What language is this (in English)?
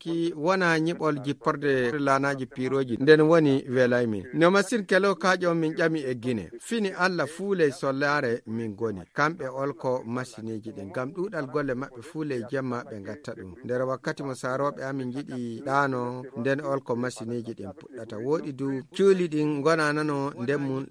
Fula